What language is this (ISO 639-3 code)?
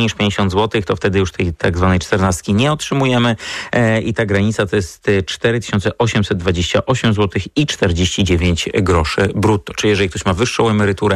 pol